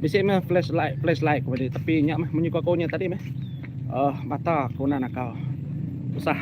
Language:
Iban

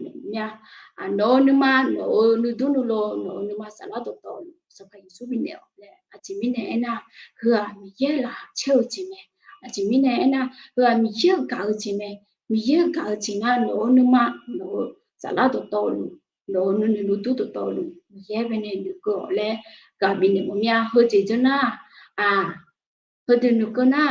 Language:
Akha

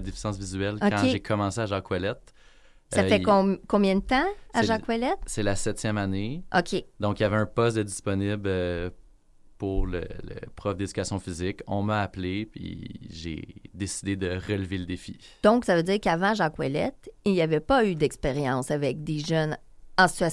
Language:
French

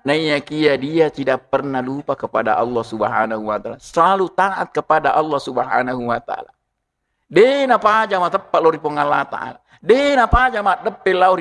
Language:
Buginese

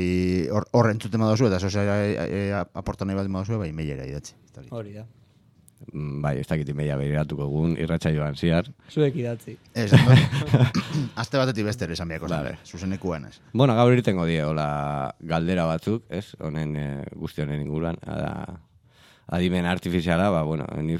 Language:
Basque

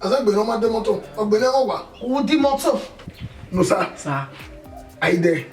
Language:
Bini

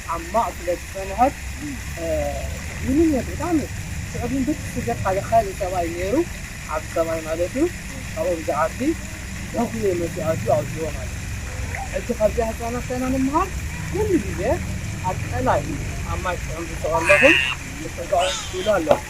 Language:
Tigrinya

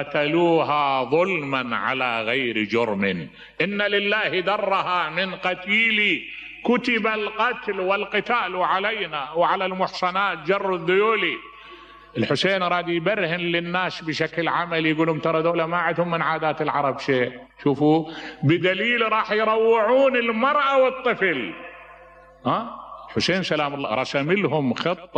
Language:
Mesopotamian Arabic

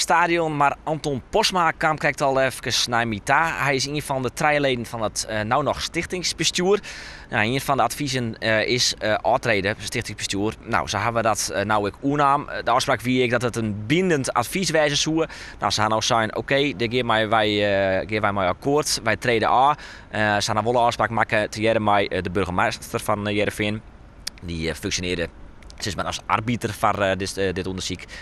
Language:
Western Frisian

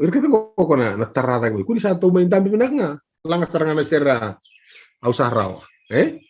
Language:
Fijian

